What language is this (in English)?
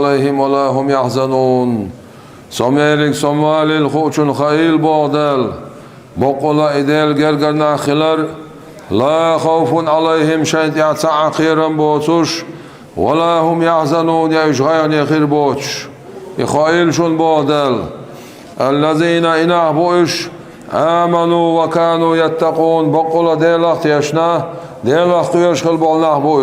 Chechen